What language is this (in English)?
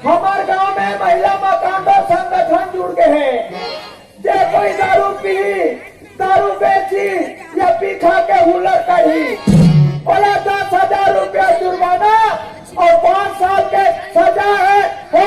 Chhattisgarhi